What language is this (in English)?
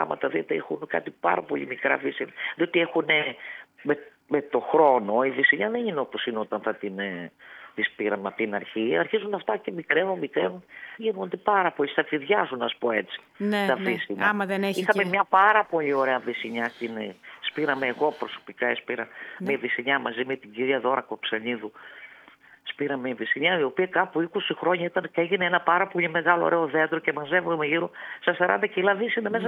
Greek